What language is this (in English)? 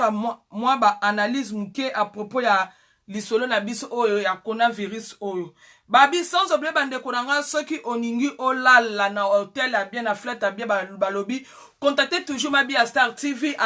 Lingala